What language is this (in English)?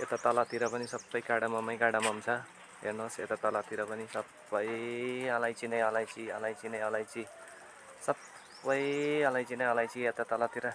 Nepali